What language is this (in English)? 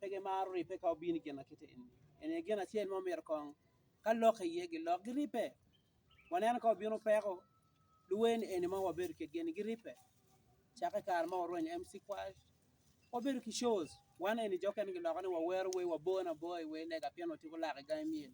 Acoli